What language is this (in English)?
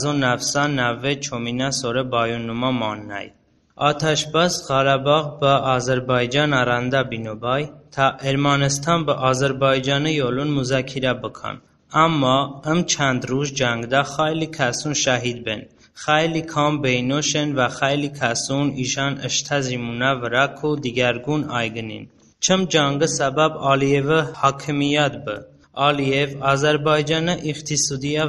Talysh